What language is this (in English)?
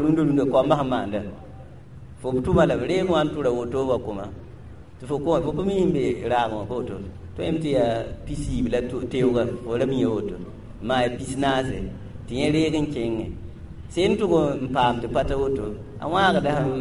Mossi